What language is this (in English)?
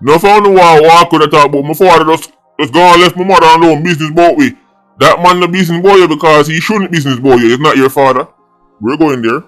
Jamaican Creole English